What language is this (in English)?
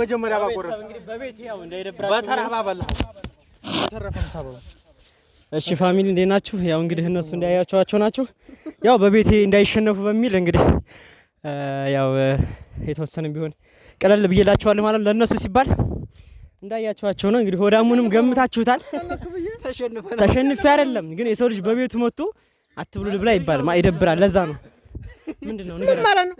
Amharic